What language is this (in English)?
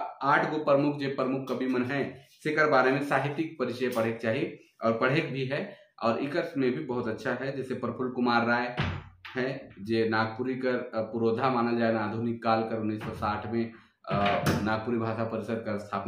Sadri